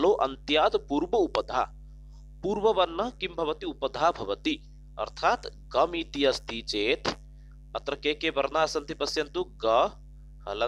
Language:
Sanskrit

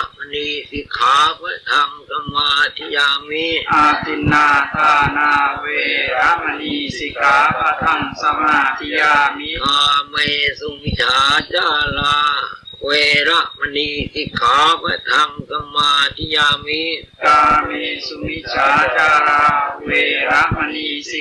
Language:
Pali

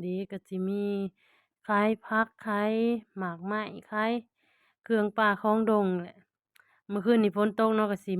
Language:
Lao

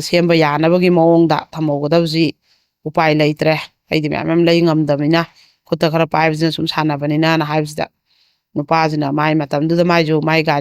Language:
Manipuri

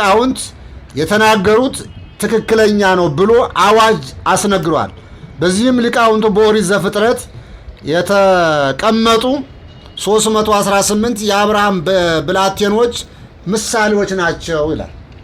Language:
Amharic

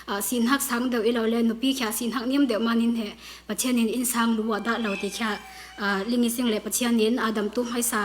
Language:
Falam Chin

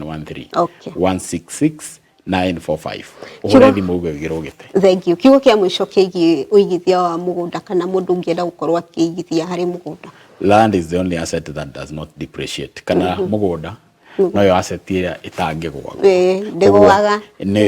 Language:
Kikuyu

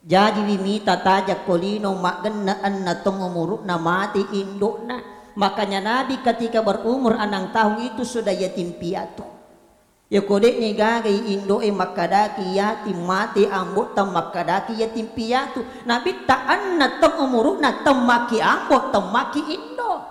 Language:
Buginese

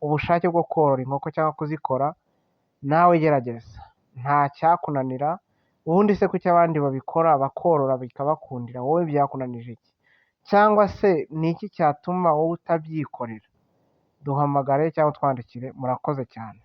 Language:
Kinyarwanda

